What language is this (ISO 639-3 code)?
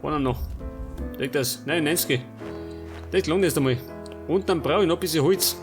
bar